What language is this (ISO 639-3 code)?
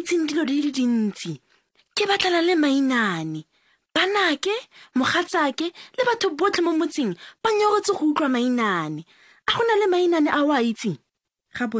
tsn